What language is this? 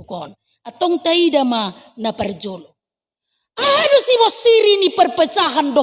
Batak Toba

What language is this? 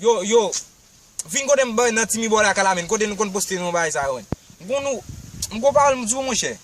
Haitian Creole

